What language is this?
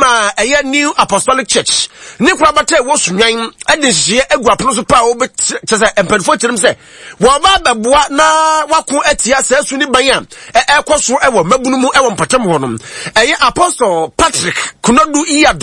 Akan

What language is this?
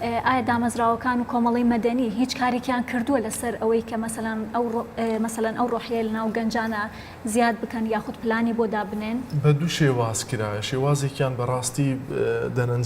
Central Kurdish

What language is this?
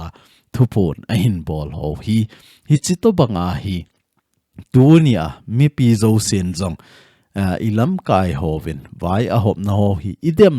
Thado Chin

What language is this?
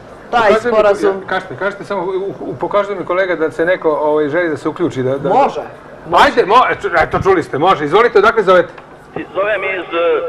Serbian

